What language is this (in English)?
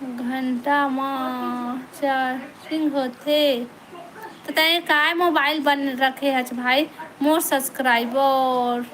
Chhattisgarhi